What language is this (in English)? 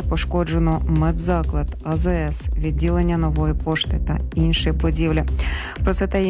Ukrainian